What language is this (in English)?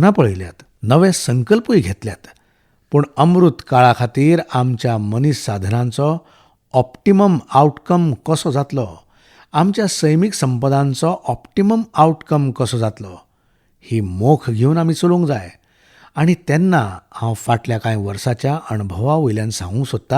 Konkani